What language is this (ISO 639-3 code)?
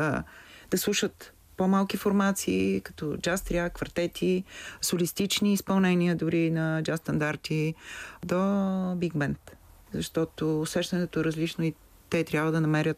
bul